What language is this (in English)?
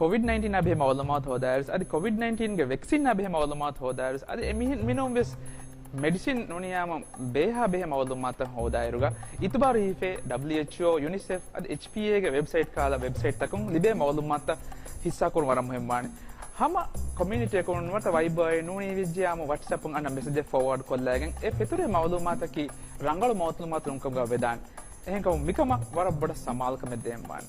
Divehi